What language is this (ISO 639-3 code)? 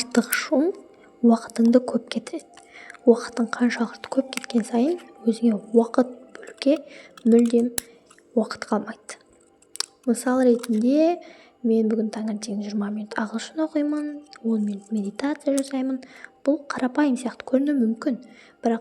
kaz